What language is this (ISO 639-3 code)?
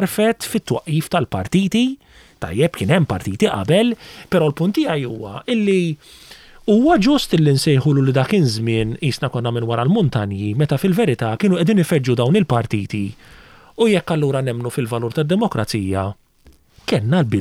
mlt